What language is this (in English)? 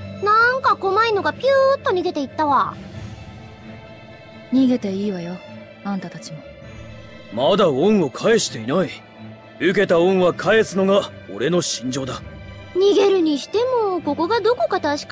Japanese